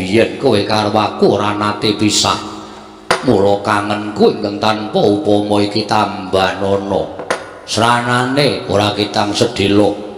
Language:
Javanese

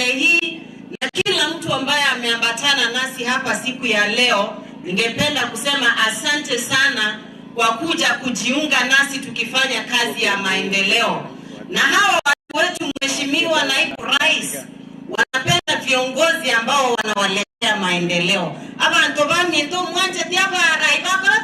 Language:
Gusii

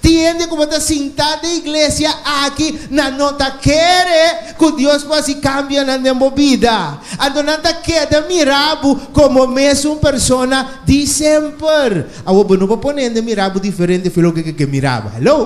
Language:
Papiamento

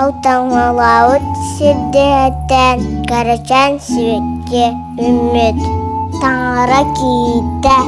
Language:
Yakut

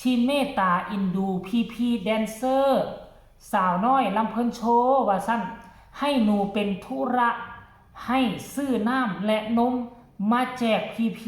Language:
Northeastern Thai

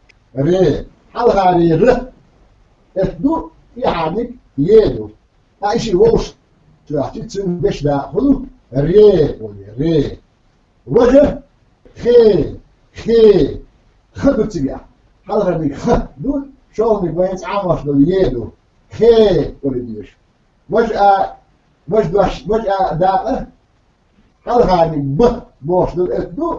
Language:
Chechen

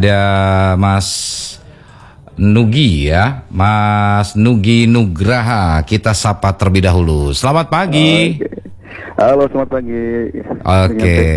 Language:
Indonesian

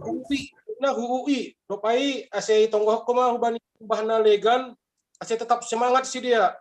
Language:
Batak Simalungun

